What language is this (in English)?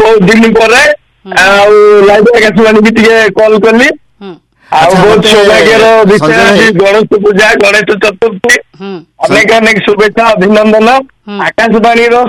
Odia